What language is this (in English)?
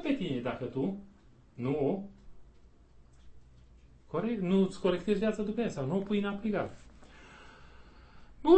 Romanian